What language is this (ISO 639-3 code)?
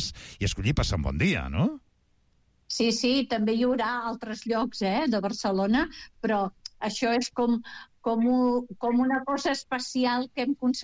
cat